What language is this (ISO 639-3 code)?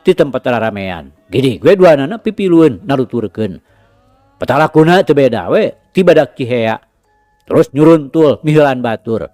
sun